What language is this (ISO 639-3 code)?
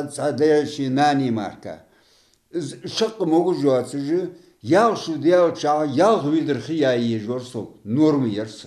inh